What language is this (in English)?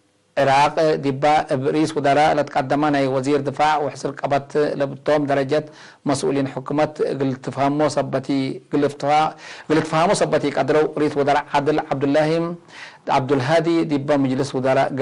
Tigre